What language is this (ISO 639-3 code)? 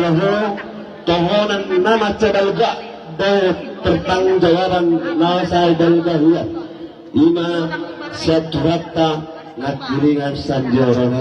bbc